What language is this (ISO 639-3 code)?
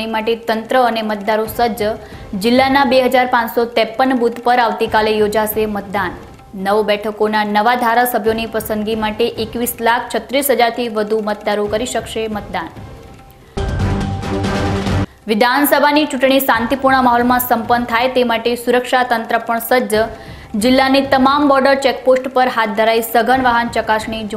guj